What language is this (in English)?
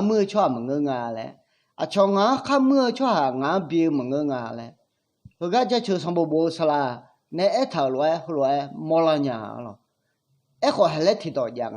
Akha